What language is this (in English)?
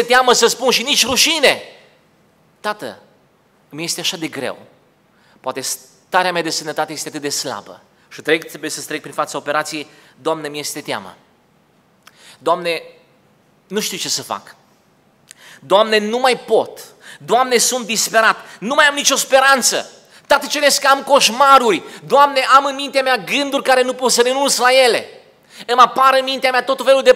Romanian